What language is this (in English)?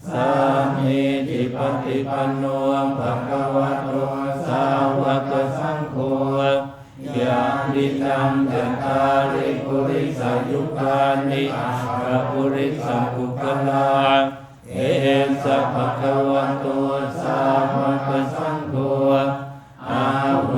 Pali